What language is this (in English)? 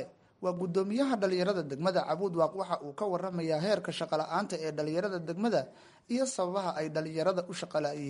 Somali